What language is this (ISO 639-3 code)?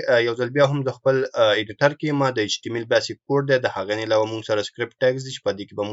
pus